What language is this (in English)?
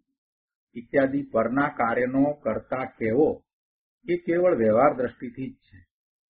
Gujarati